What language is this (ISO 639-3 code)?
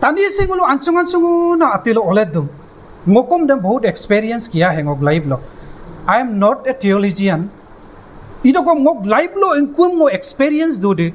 adi